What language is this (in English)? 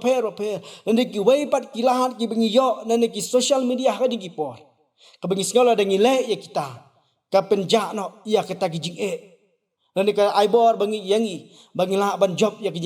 Khasi